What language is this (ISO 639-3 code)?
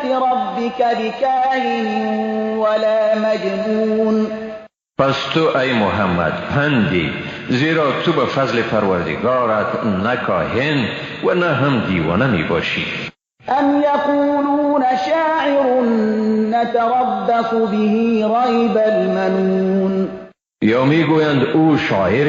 fas